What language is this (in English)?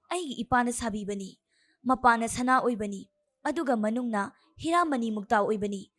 Manipuri